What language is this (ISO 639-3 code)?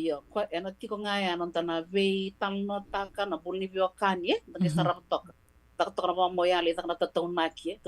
fij